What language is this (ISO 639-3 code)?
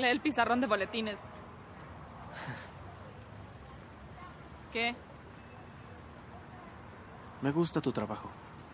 spa